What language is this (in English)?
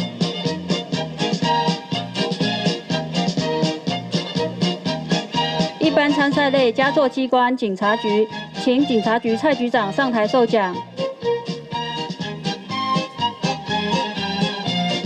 Chinese